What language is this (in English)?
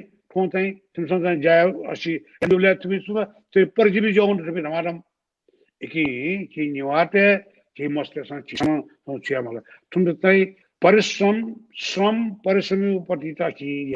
Newari